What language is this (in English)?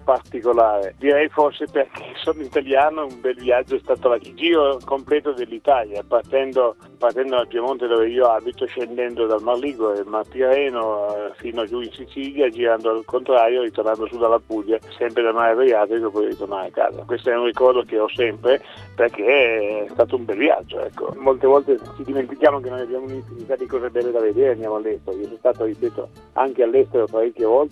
Italian